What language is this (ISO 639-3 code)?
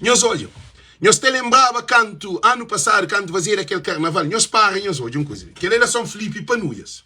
kea